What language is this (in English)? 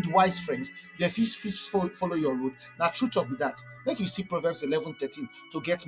Nigerian Pidgin